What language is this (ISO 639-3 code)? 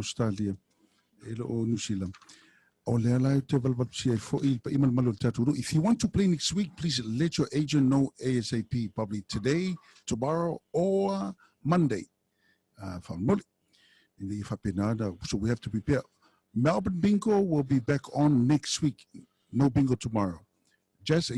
smo